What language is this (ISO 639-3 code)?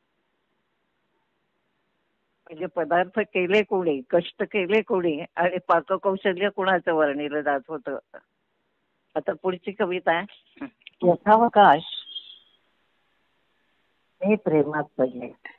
mar